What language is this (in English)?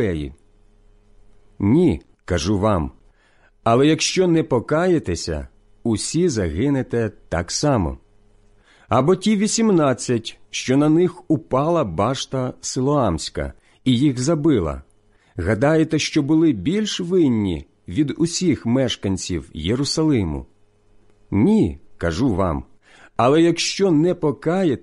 Ukrainian